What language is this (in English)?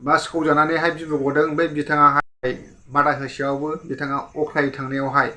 Bodo